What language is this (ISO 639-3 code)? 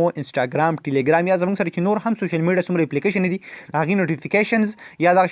pus